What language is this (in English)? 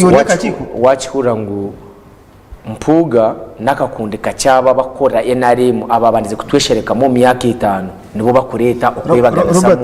Nyankole